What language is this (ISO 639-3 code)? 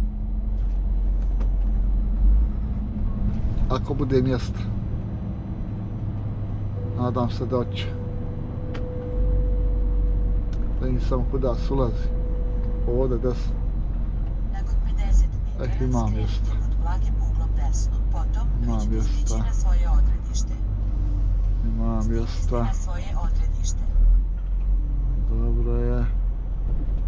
hrv